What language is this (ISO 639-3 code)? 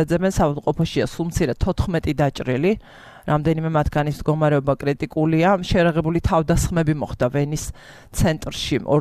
kat